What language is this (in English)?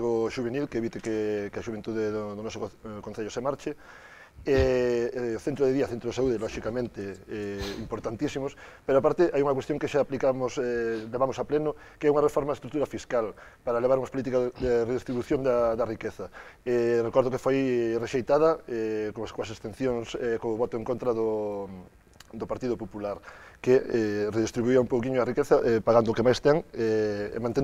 Galician